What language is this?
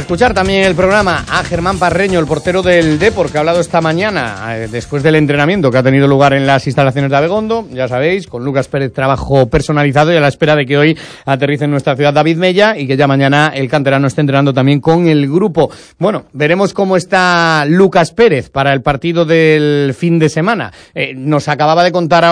Spanish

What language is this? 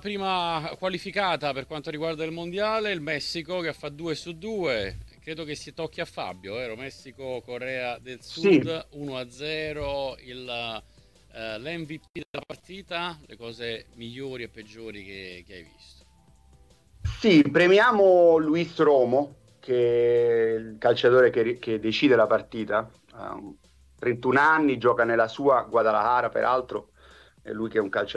Italian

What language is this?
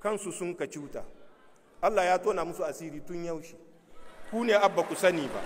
Hausa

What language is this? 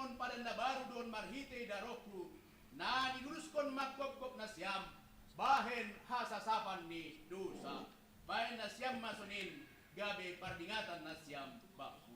Batak Simalungun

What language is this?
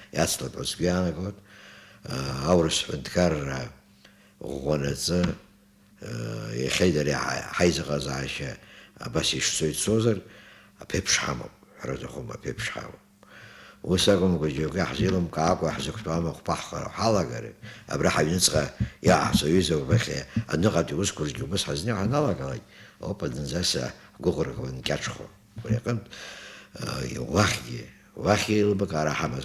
Abkhazian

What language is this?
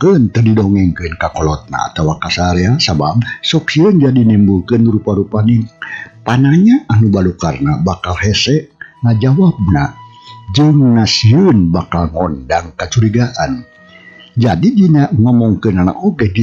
Sundanese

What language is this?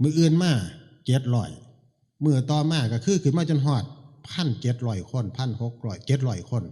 Northeastern Thai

